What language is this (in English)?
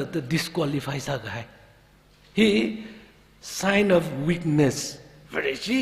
Tangkhul Naga (India)